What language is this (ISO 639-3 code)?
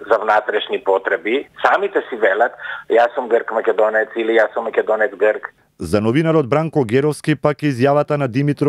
mkd